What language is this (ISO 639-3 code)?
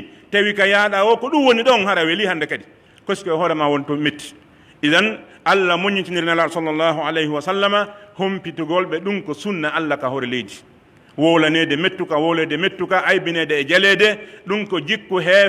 fuf